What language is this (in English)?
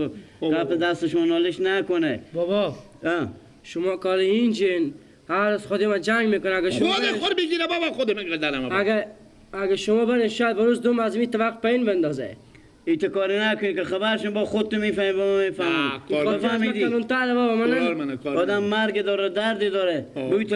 Persian